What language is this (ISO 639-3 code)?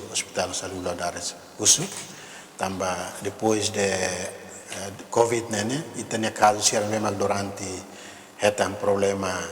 tet